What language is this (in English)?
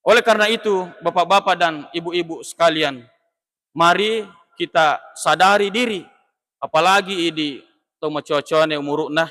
Buginese